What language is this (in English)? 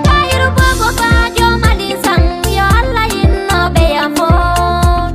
Fula